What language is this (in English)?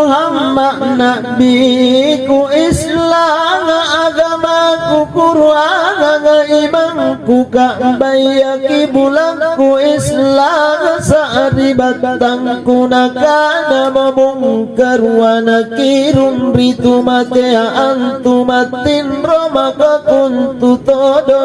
Makasar